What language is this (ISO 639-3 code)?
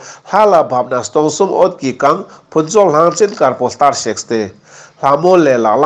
lbj